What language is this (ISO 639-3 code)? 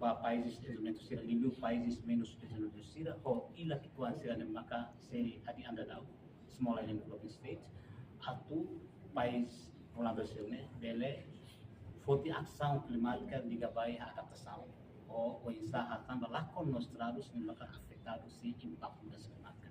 tet